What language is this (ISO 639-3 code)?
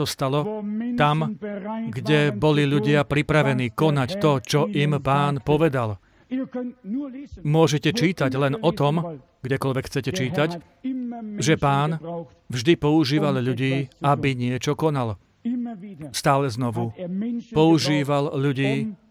slk